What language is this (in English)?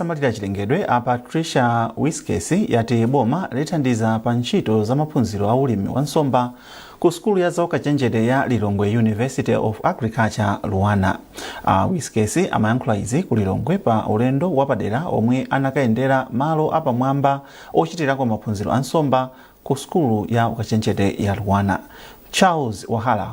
Nyanja